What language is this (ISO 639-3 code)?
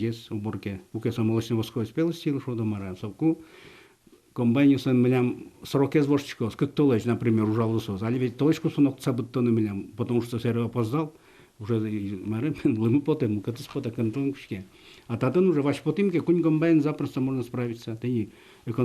udm